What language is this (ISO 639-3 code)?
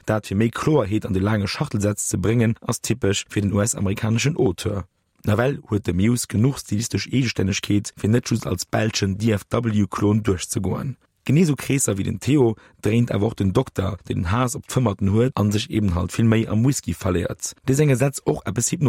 ltz